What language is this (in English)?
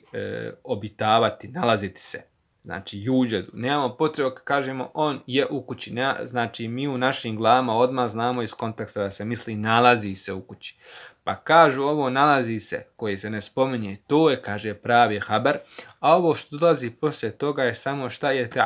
Bosnian